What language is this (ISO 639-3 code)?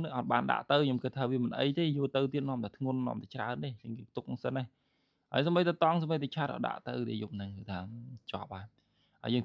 khm